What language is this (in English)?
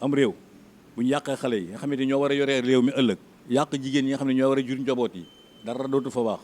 Wolof